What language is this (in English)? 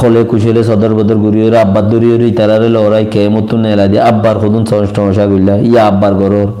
Rohingya